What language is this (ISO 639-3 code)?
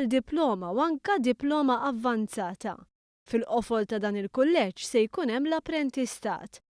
mlt